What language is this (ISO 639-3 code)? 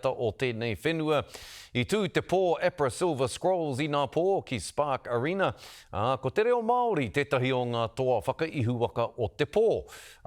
mri